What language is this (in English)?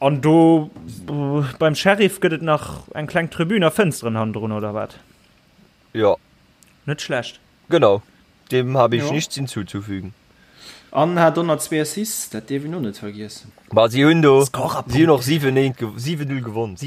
Luxembourgish